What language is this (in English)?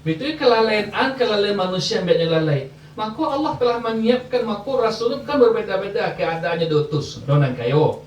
Minangkabau